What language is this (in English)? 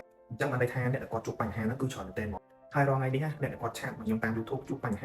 Khmer